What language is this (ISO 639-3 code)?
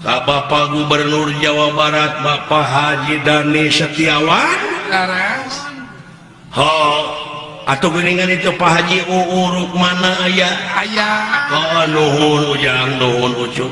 sun